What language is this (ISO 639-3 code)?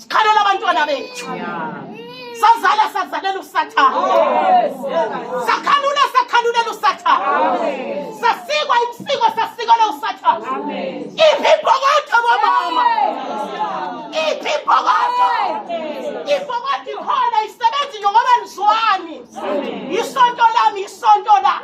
zul